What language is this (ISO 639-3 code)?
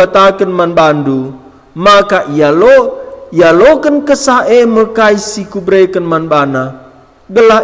btx